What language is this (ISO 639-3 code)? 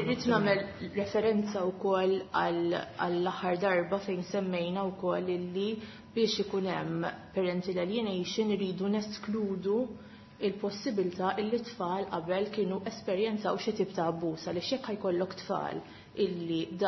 mlt